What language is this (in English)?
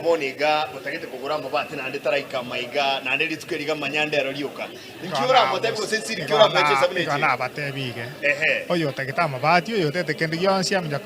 Gusii